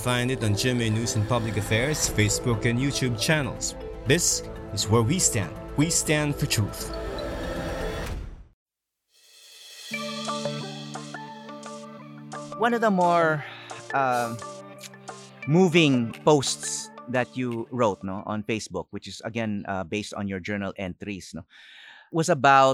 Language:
Filipino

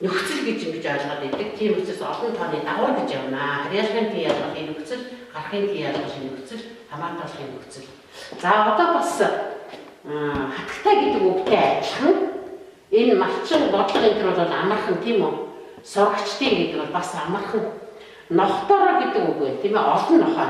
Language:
Mongolian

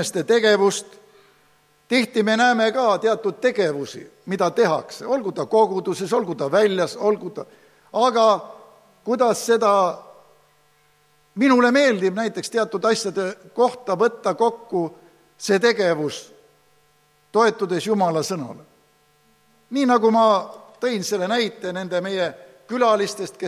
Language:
Estonian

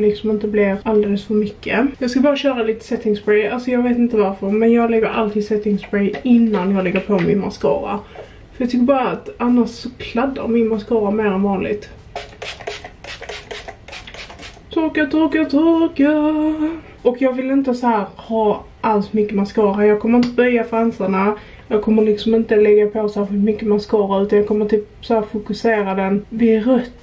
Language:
Swedish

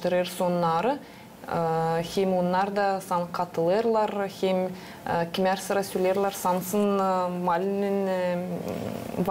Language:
Gagauz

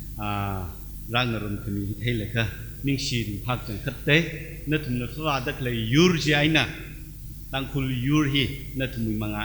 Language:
Tangkhul Naga (India)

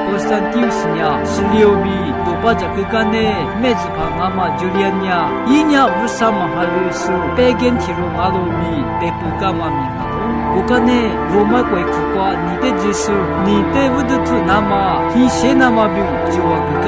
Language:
Lisu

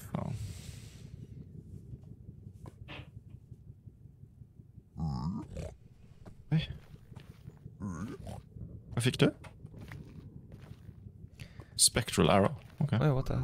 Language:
Norwegian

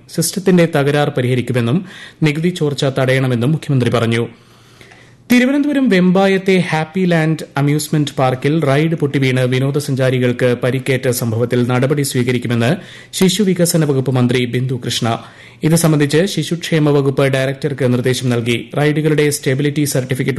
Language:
Malayalam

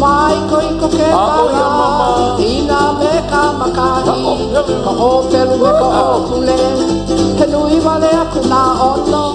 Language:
Hawaiian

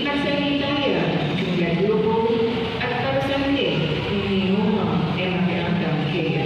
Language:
Pampanga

